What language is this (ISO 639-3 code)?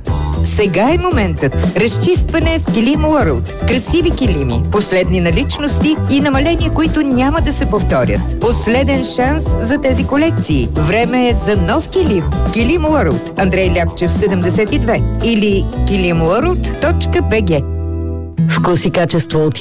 bul